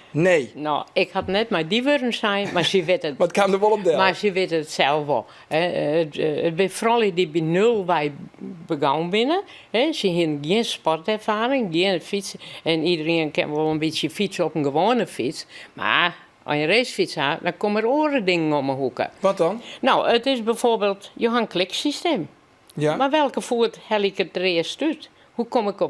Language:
Western Frisian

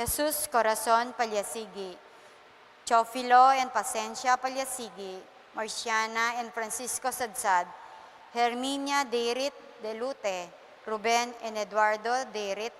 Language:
Pampanga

